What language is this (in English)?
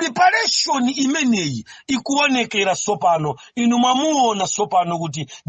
Nyanja